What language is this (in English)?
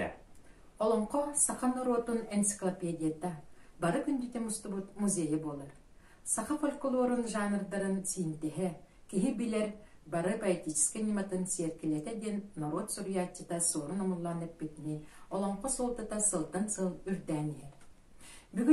Yakut